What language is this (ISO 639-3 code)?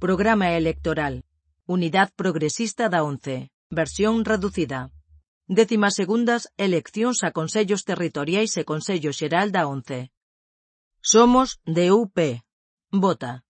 glg